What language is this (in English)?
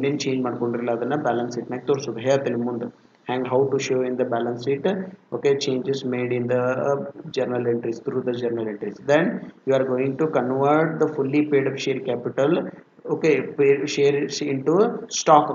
Kannada